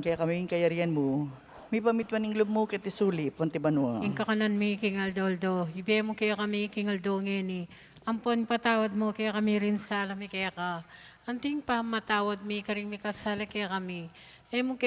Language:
Pampanga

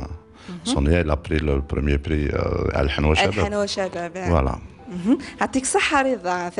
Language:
Kabyle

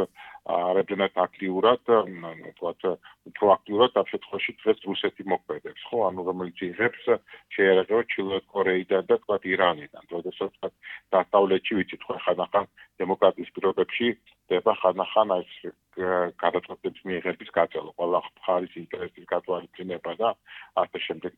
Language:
Georgian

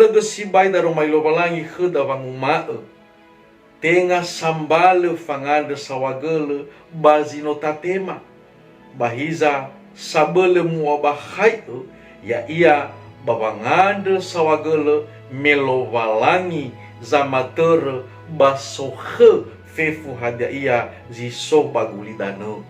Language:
Nias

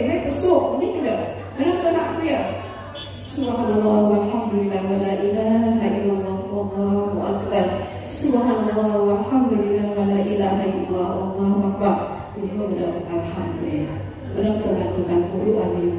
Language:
Batak Alas-Kluet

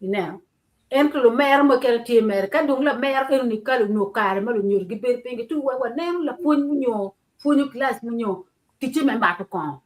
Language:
Acoli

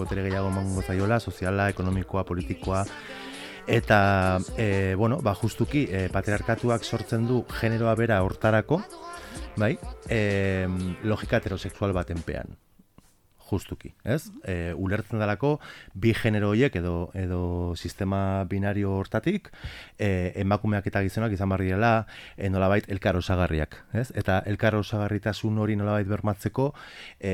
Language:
Basque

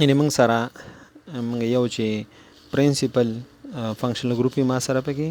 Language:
Pashto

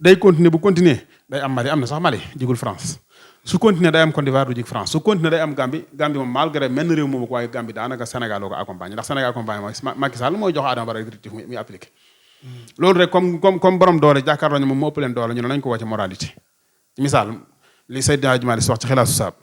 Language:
Wolof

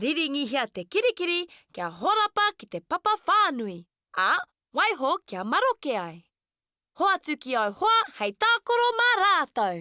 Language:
Māori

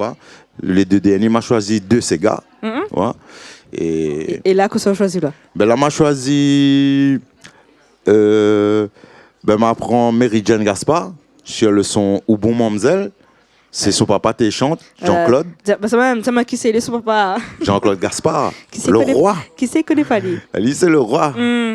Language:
Réunion Creole French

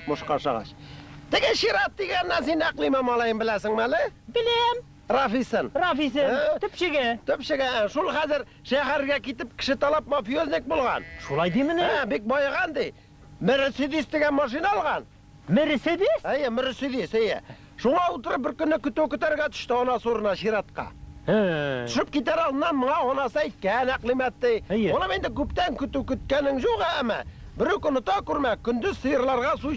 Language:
Tatar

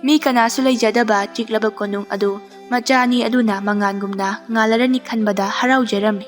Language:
Manipuri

